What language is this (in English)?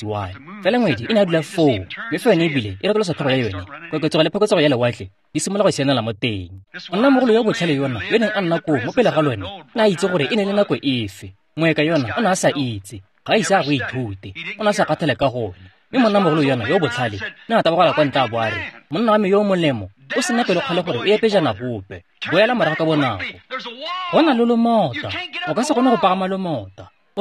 Tswana